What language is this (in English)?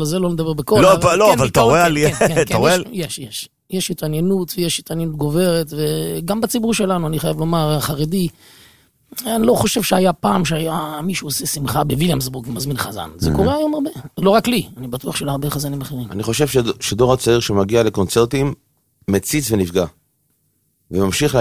Hebrew